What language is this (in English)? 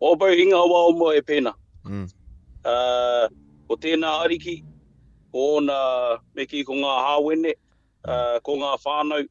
Māori